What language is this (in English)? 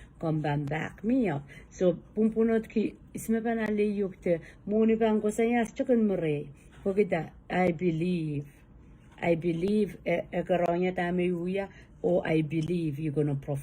Pohnpeian